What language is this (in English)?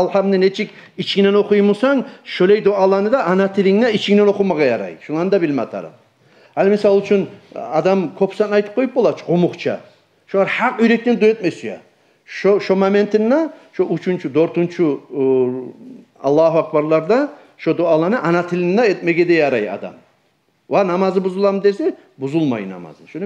Kumyk